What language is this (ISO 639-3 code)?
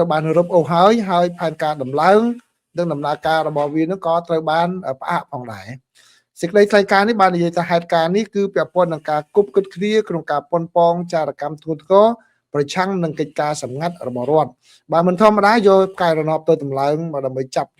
khm